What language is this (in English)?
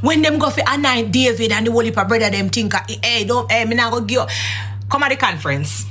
Jamaican Creole English